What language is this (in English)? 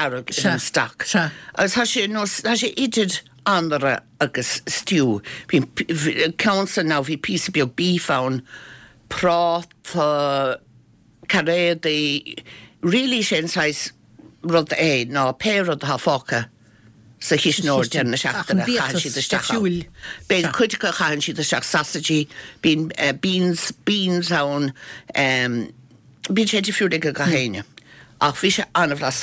Irish